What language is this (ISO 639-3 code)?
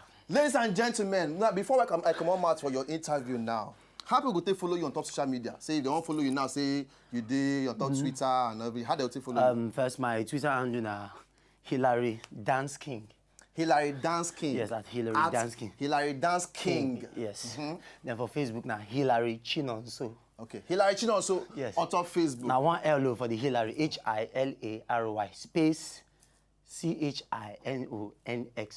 pcm